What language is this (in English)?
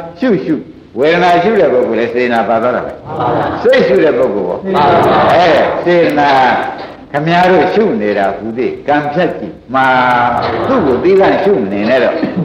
Burmese